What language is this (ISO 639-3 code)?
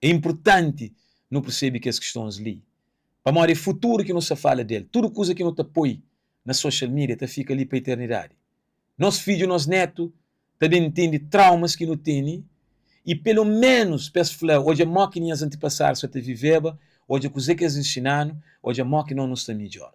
kea